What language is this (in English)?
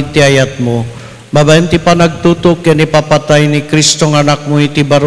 Iloko